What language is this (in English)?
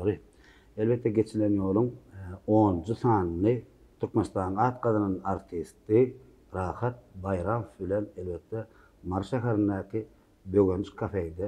Turkmen